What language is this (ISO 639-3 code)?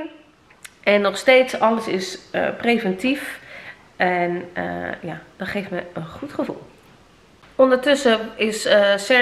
nld